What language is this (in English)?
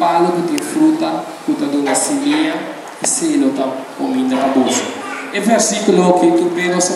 Papiamento